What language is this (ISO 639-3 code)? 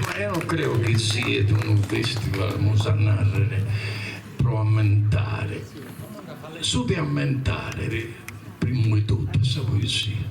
srd